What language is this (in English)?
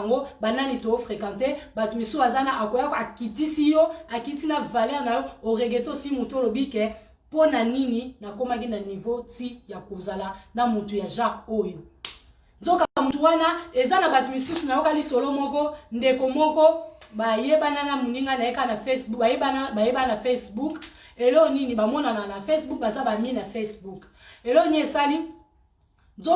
Lingala